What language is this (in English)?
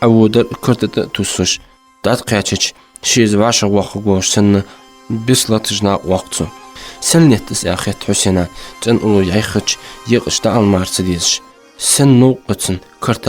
Ingush